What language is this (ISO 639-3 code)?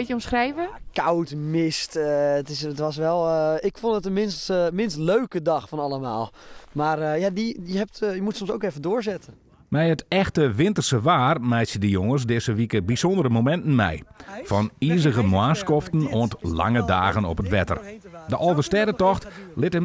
fry